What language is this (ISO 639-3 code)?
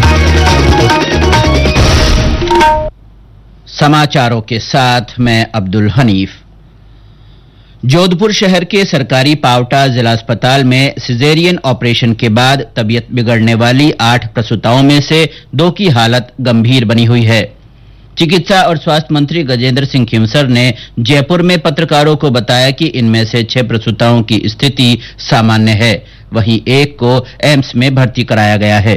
hin